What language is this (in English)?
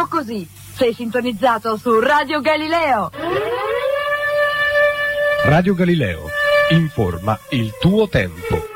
Italian